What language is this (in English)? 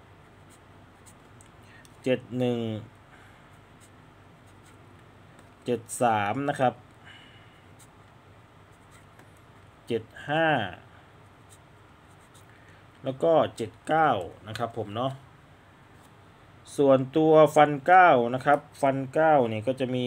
Thai